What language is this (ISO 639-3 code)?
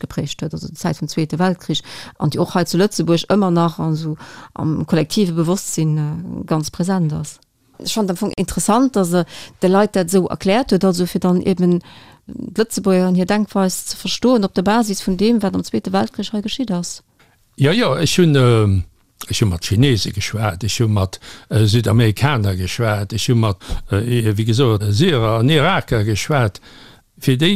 ltz